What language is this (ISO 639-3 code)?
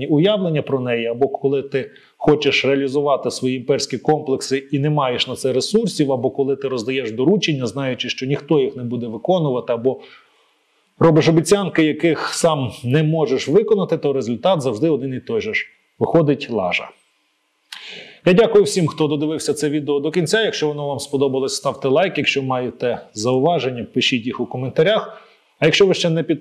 ukr